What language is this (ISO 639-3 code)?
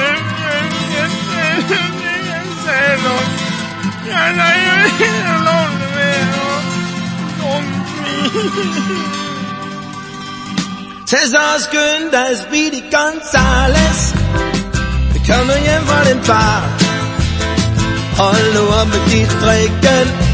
dan